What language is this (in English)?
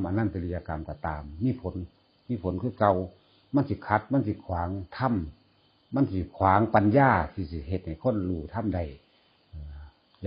Northeastern Thai